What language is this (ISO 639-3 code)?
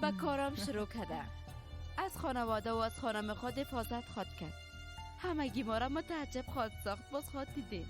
fas